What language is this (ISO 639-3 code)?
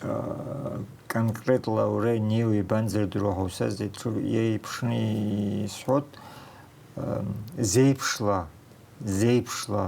abk